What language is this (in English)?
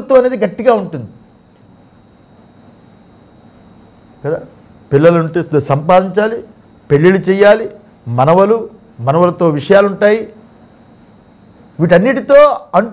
Telugu